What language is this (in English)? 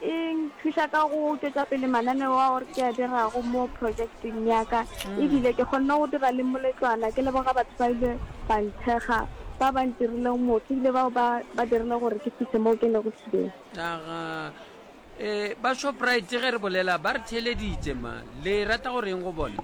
Northern Sotho